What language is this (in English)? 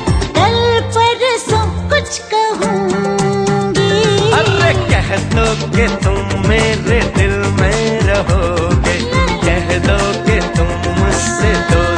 Hindi